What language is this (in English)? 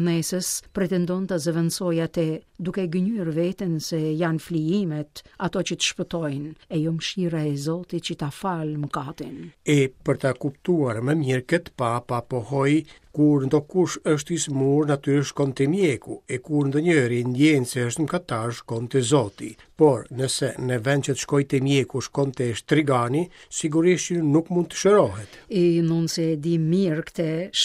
Albanian